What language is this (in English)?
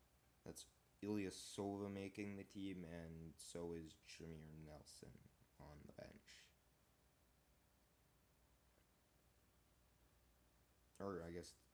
English